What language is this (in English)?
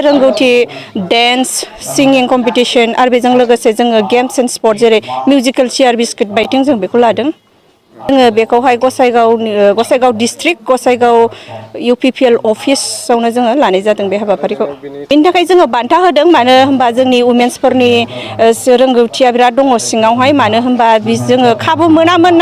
Bodo